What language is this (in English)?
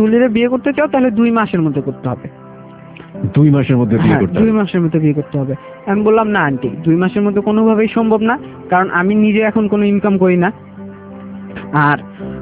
Bangla